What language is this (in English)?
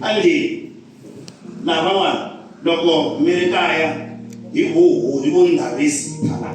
Tsonga